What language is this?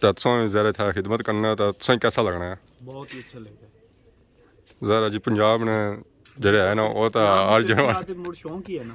Pahari-Potwari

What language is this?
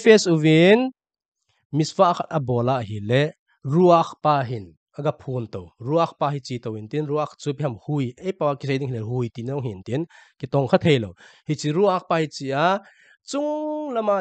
Thado Chin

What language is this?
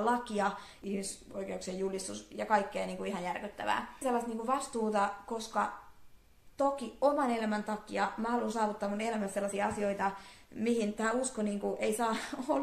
Finnish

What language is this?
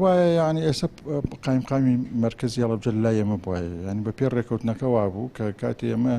Central Kurdish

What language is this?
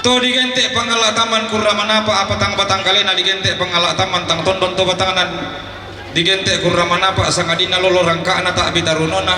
Toraja-Sa'dan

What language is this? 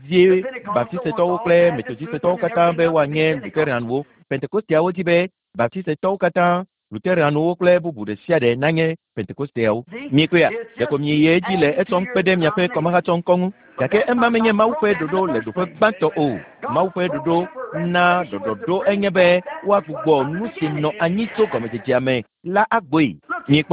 Ewe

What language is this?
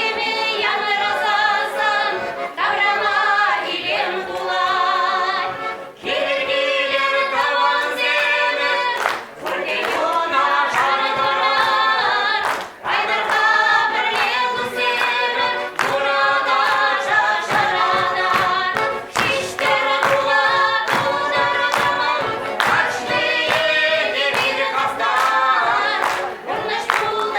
Chuvash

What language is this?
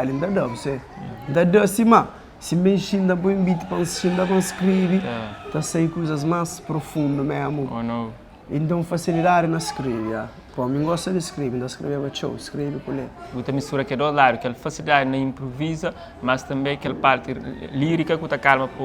Kabuverdianu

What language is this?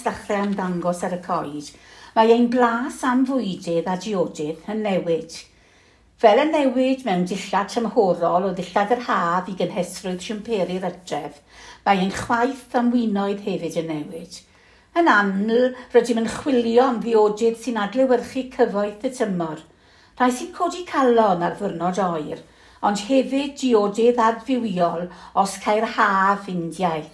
Welsh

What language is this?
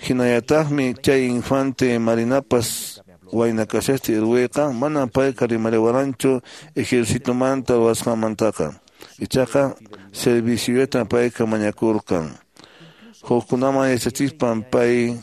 Quechua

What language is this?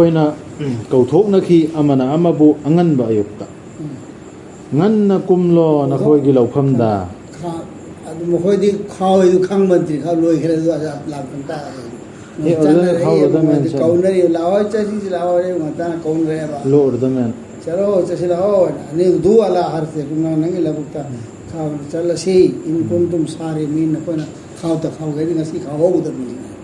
Manipuri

